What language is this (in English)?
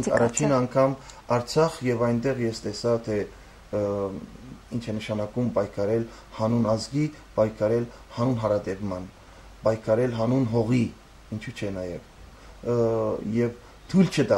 Armenian